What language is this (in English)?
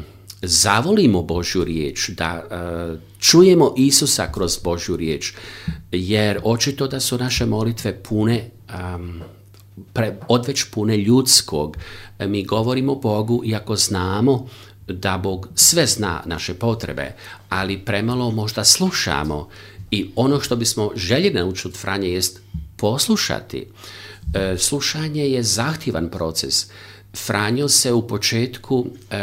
Croatian